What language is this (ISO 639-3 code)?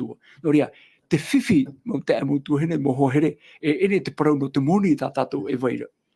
tah